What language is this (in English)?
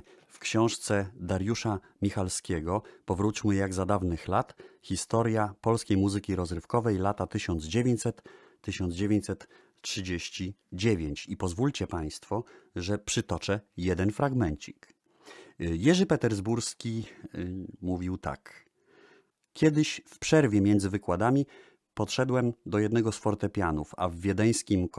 Polish